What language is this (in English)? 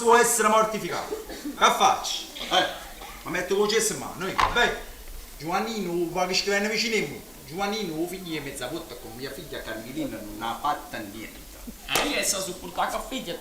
Neapolitan